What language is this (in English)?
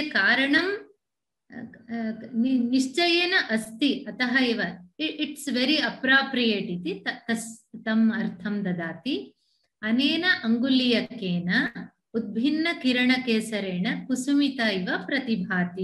Sanskrit